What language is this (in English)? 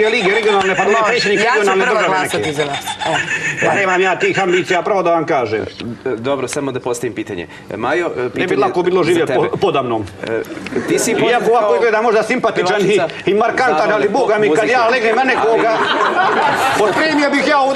Serbian